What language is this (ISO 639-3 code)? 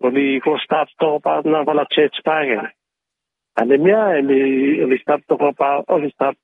bis